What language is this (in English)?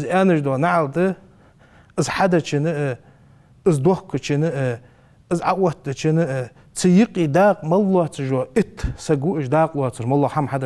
Ingush